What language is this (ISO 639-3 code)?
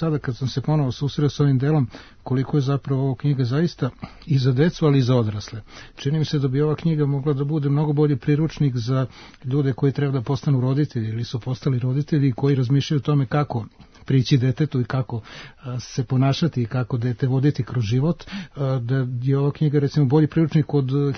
srp